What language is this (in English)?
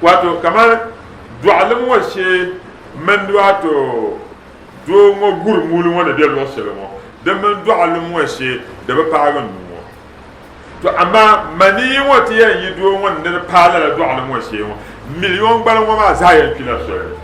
Dagbani